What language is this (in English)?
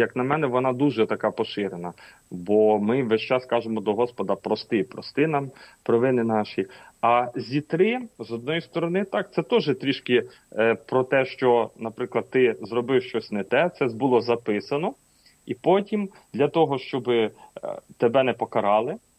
Ukrainian